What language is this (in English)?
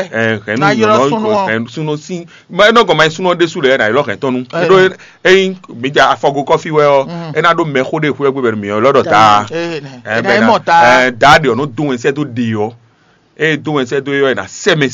Fon